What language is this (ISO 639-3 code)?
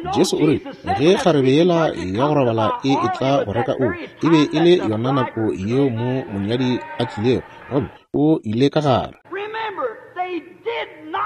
nso